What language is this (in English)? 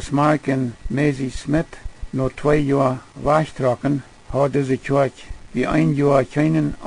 Plautdietsch